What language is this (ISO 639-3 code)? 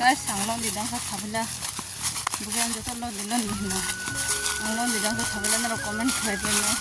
trp